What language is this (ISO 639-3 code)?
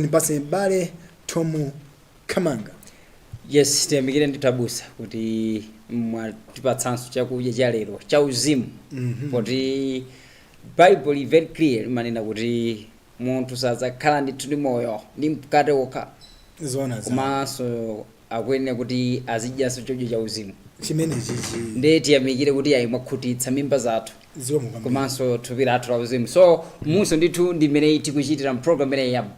nya